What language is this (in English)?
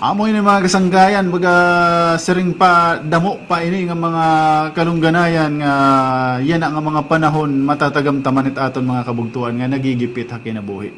Waray